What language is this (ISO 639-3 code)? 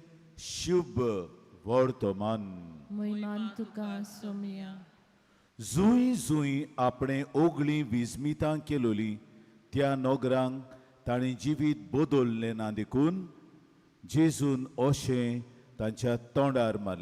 kok